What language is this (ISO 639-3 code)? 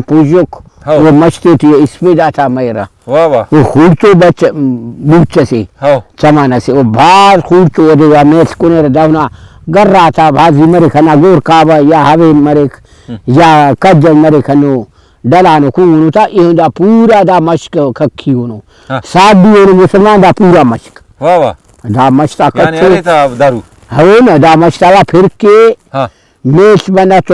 brh